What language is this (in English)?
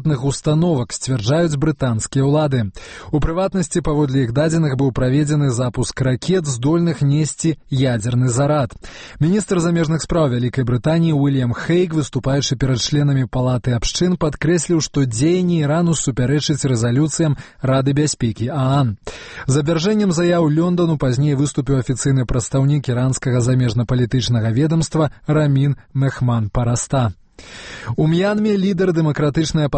Belarusian